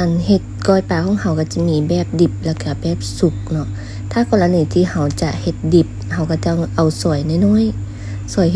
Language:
Lao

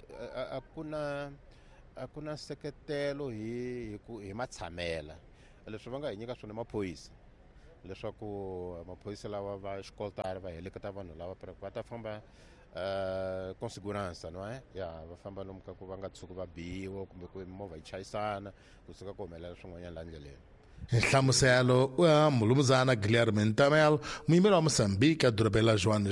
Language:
Tsonga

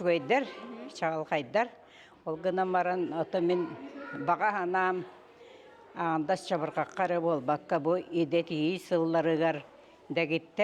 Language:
Yakut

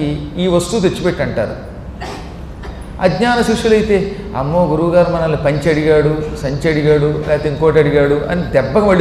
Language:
Telugu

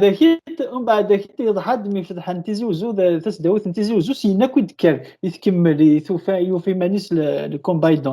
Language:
Kabyle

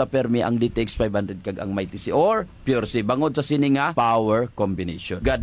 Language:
Hiligaynon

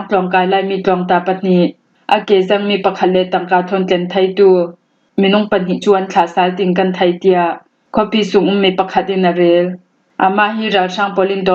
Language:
Hakha Chin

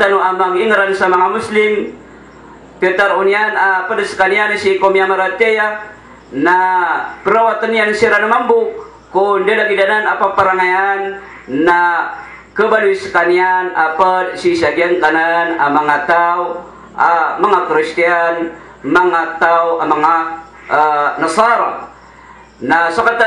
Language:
Maranao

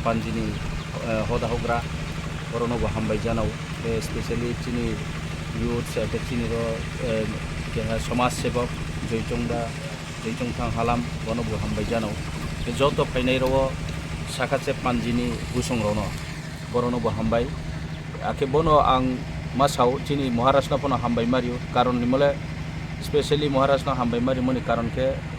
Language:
Kok Borok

